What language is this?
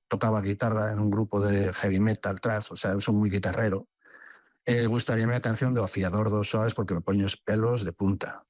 Galician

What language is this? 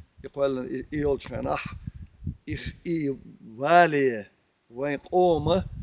Chechen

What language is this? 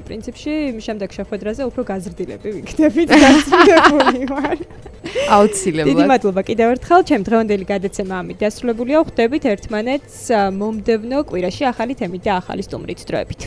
Georgian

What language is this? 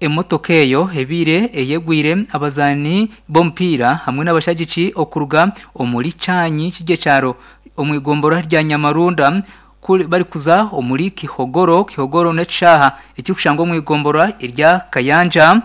Nyankole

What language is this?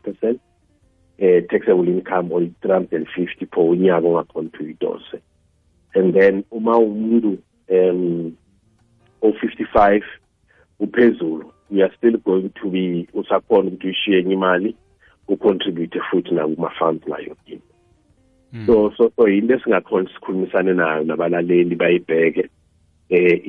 South Ndebele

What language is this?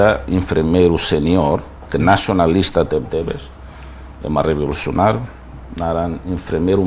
Tetum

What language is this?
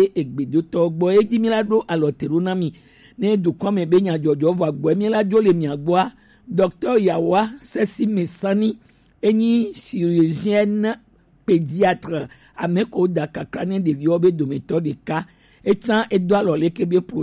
Gen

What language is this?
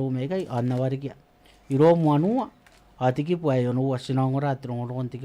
Gilbertese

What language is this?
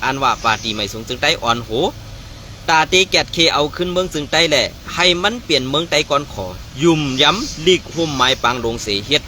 Shan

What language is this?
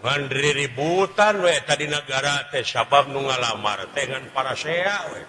Sundanese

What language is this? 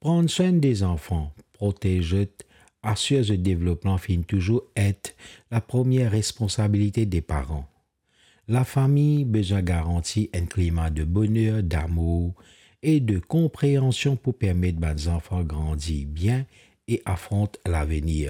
Morisyen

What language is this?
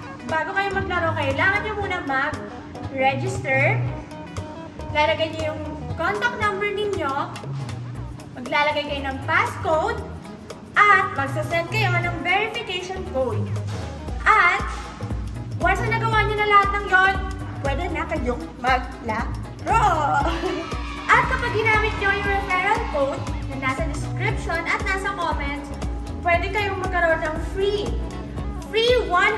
Filipino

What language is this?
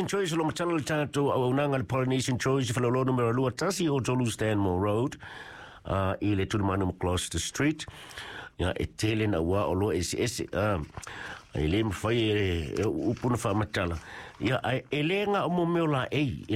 Samoan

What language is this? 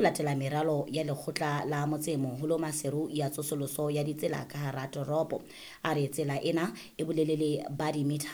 Southern Sotho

